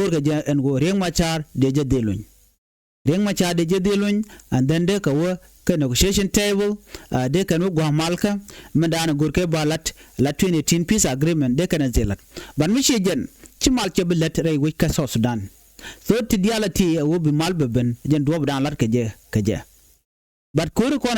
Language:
Nuer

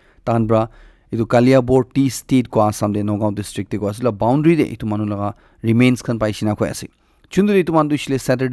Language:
Naga Pidgin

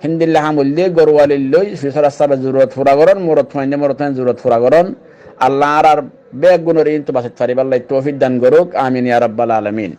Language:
Rohingya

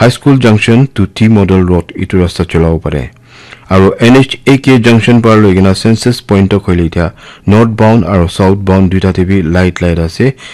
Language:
Naga Pidgin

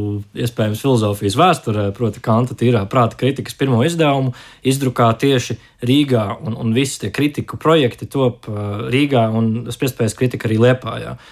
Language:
Latvian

